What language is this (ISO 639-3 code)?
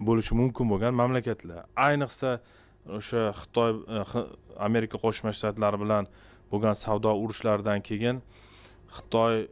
uzb